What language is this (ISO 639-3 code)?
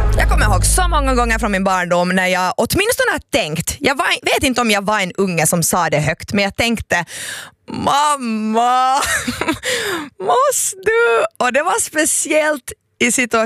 swe